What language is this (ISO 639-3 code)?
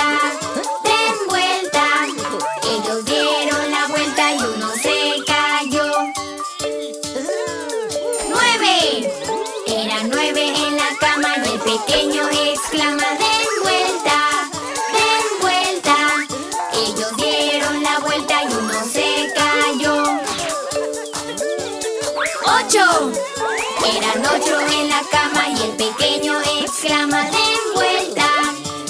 spa